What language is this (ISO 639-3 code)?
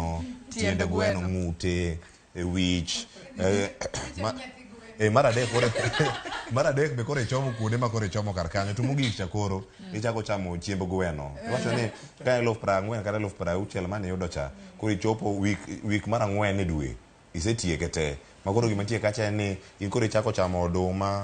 luo